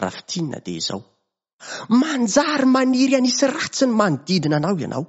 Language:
Malagasy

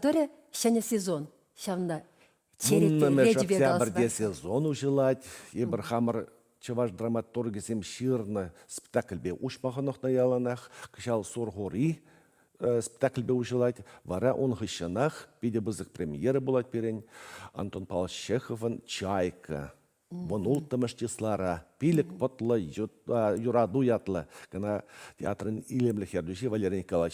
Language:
Chuvash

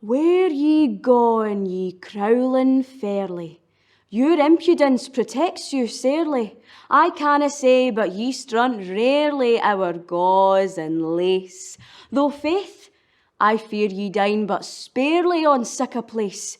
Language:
Scots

